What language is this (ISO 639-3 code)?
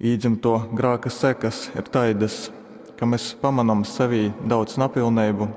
ltg